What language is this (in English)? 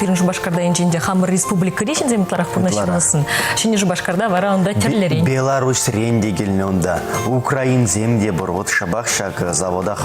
Chuvash